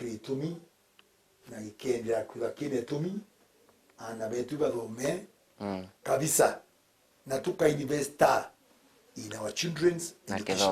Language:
Meru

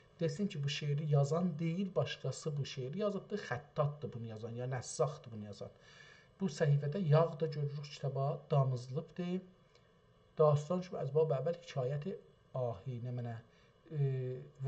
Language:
South Azerbaijani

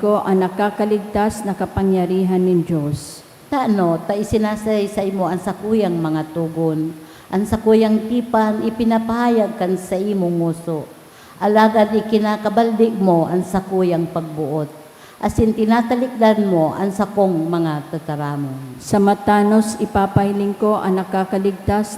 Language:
Bikol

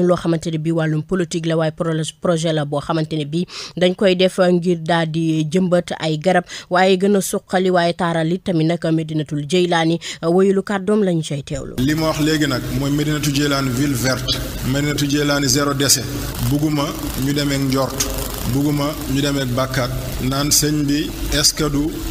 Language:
Wolof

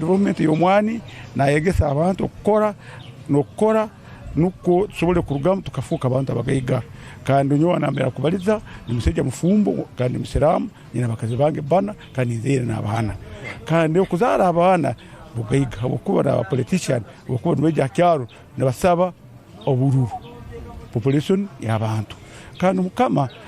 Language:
Tooro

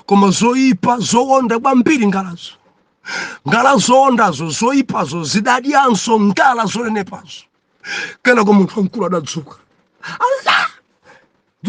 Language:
Nyanja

